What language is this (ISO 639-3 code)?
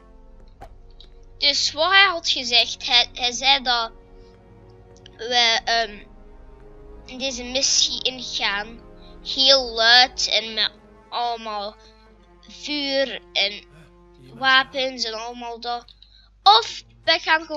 nld